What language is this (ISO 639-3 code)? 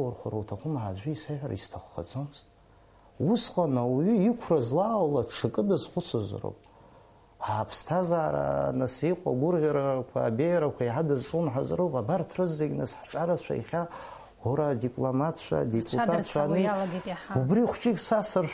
abk